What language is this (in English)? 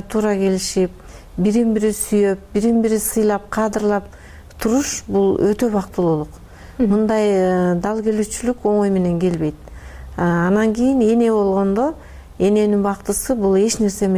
Kyrgyz